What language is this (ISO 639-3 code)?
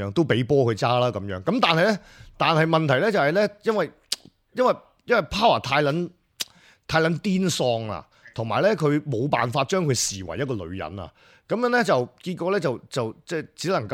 yue